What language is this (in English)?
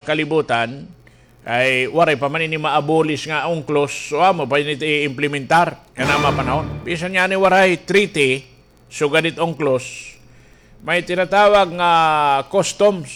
Waray